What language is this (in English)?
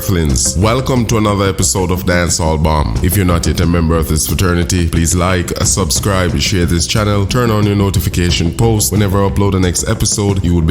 Jamaican Creole English